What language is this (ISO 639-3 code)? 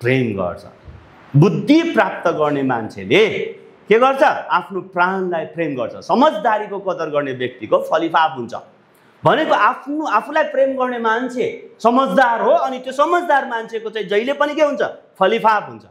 nep